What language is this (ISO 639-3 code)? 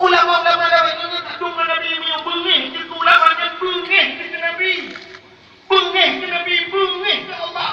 ace